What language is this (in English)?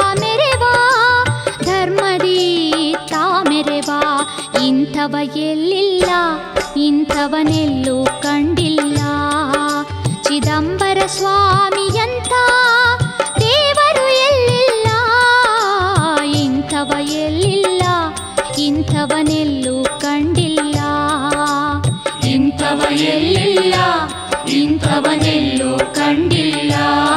Kannada